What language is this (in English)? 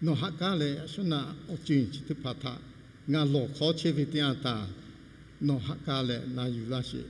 Lahu